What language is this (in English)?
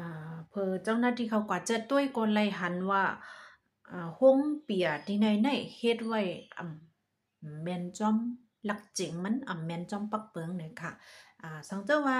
Shan